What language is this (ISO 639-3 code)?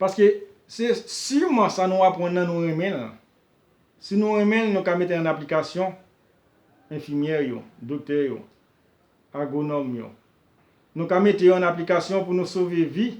hat